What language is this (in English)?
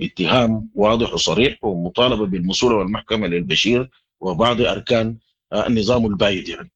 Sudanese Arabic